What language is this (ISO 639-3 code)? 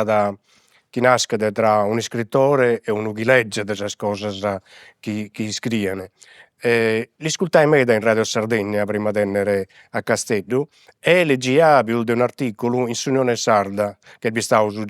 srd